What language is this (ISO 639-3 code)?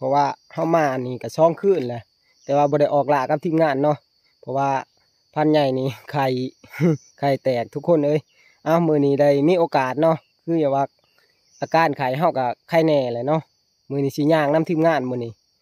tts